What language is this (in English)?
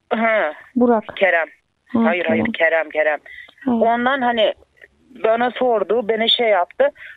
Turkish